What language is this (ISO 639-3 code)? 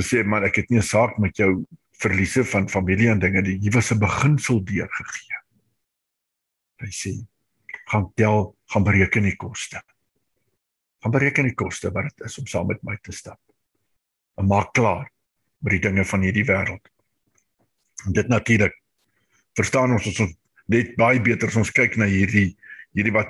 afr